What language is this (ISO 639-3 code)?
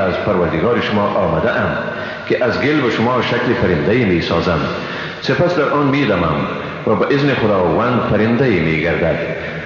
fas